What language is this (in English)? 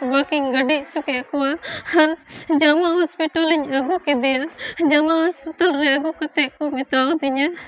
Santali